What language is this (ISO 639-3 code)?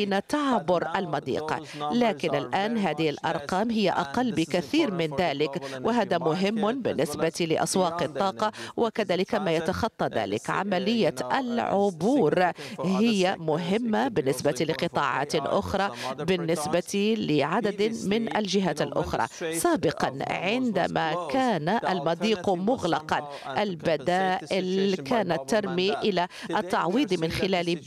ara